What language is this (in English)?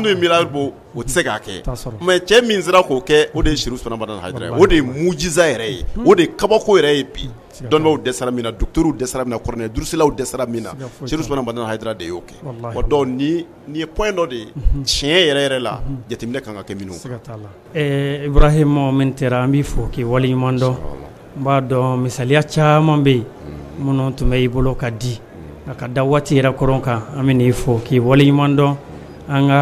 Bambara